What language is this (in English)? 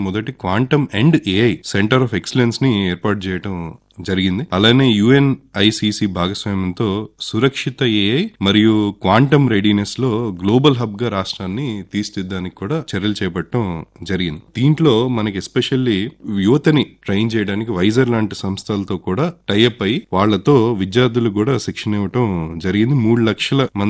Telugu